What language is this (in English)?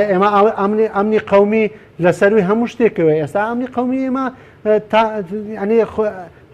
Central Kurdish